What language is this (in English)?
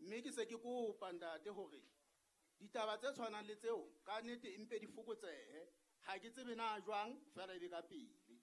Southern Sotho